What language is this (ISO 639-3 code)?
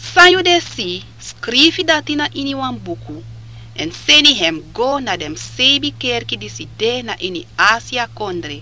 srn